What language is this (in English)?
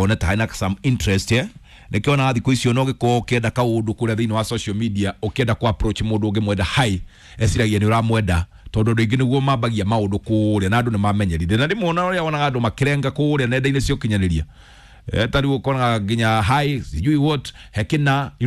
Kikuyu